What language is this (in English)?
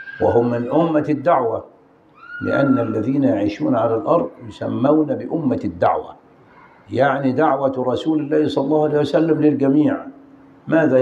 Arabic